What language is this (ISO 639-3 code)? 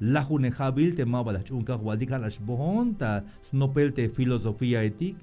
tzh